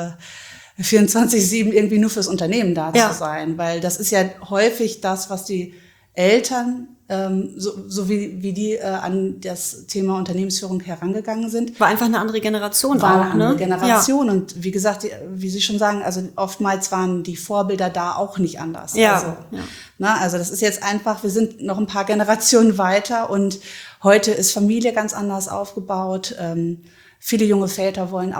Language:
German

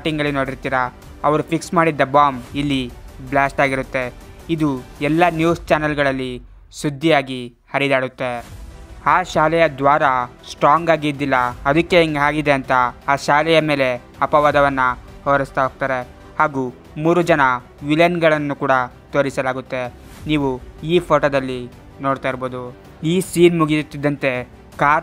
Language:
Kannada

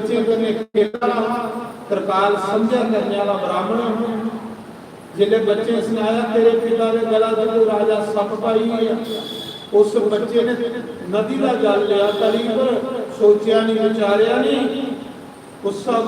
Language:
Dogri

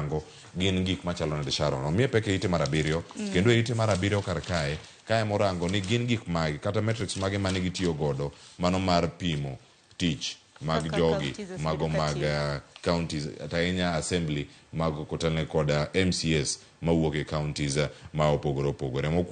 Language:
Luo (Kenya and Tanzania)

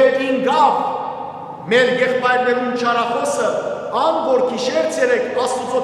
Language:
Western Armenian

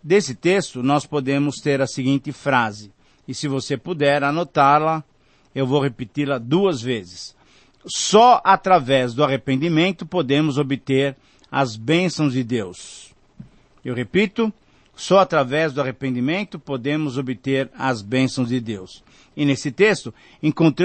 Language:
Portuguese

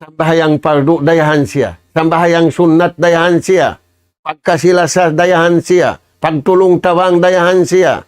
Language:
Tausug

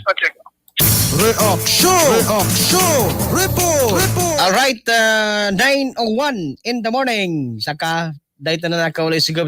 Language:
Bikol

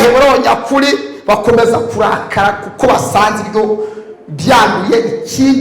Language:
Kinyarwanda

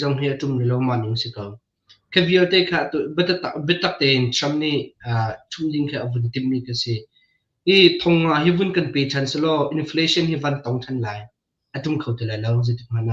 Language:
Hakha Chin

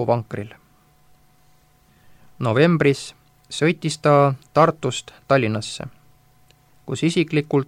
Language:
Estonian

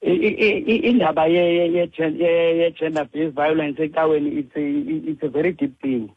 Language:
Xhosa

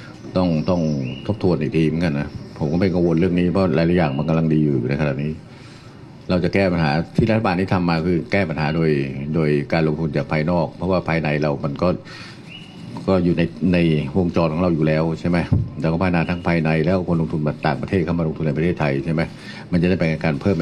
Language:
Thai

